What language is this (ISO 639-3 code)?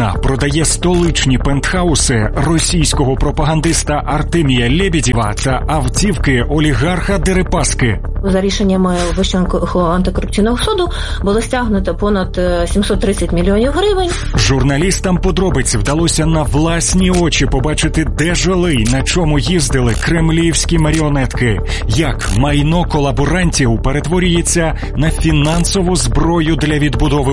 ukr